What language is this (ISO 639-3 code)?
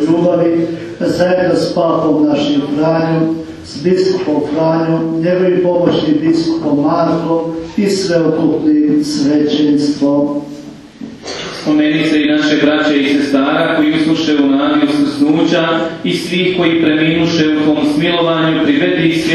hrv